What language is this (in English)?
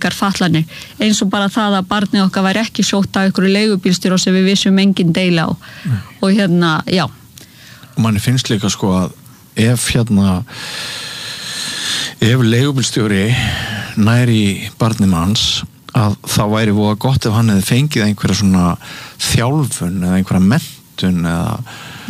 Icelandic